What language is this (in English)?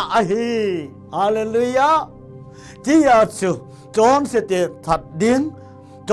Thado Chin